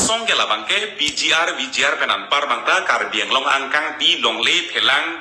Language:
Karbi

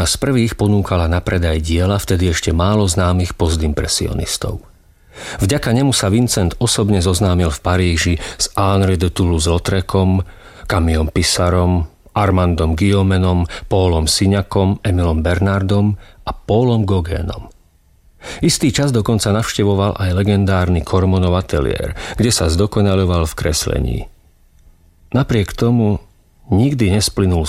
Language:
Slovak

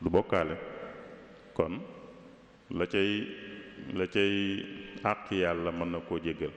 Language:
Wolof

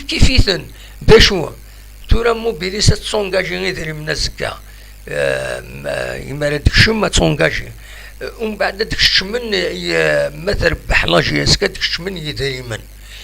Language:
Kabyle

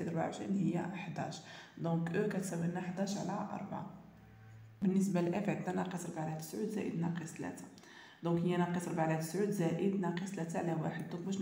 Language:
Moroccan Arabic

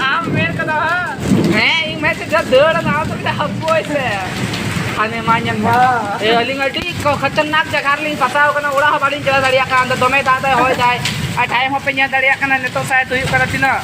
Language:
Santali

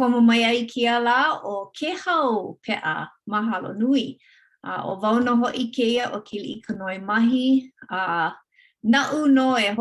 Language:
Hawaiian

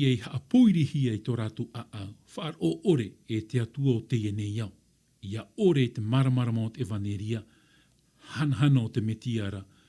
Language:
Tahitian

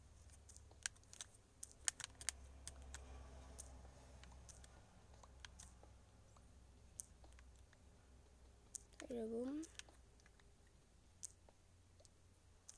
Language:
Czech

